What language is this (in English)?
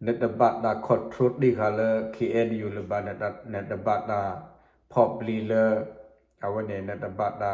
S'gaw Karen